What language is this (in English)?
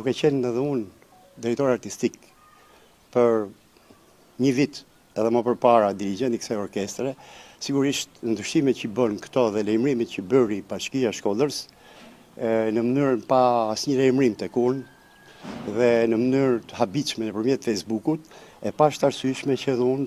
Albanian